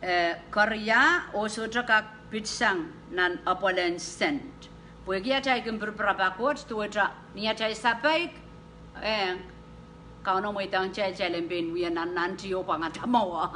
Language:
Pohnpeian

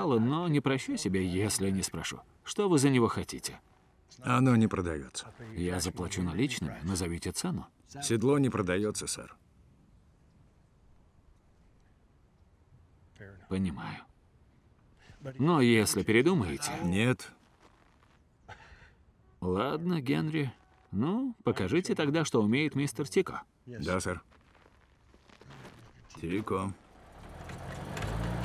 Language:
Russian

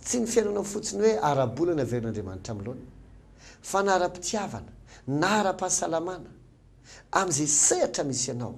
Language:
Malagasy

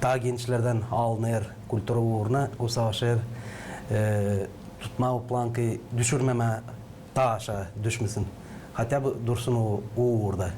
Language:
Gagauz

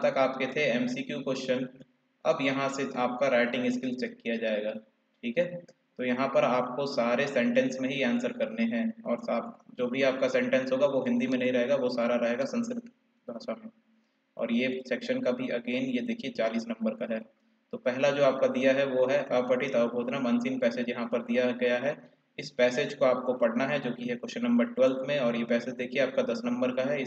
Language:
Hindi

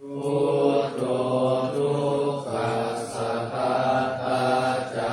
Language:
Pali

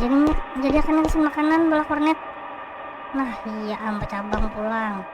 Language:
Banjar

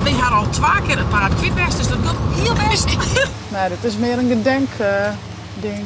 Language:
Western Frisian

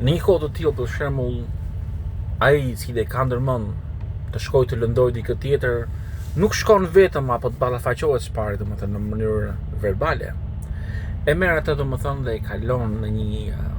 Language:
Albanian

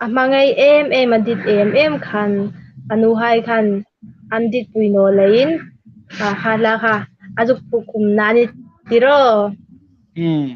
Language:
Hmar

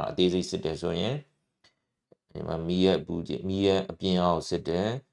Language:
Burmese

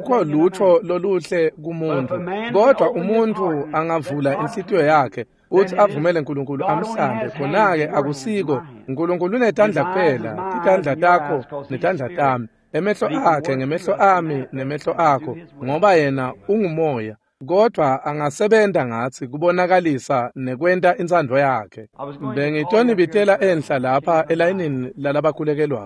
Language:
Swati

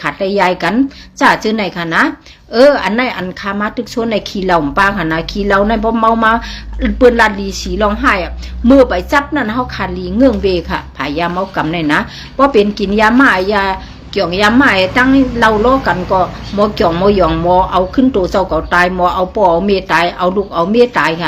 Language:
Shan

